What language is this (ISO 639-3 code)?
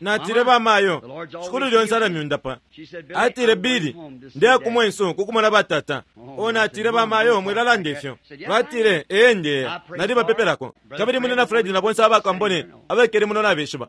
bem